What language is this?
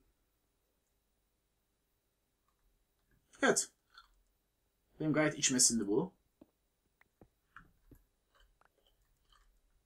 Turkish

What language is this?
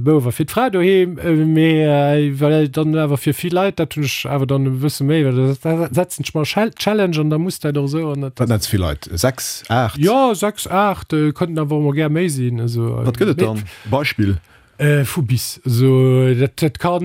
Luxembourgish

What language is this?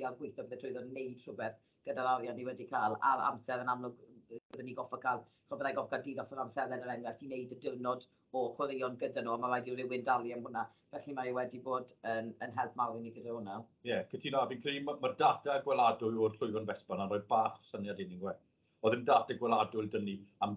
Welsh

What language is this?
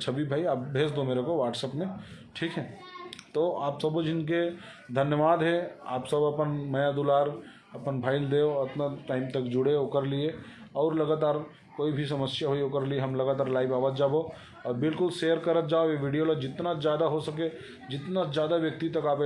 Chhattisgarhi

